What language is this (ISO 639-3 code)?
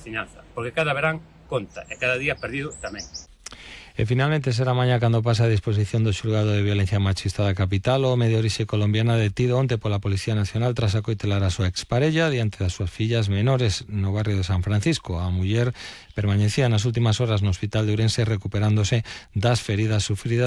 glg